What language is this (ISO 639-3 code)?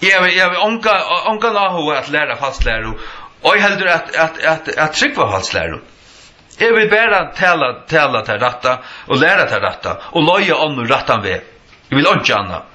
fao